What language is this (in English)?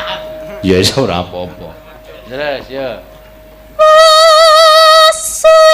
Javanese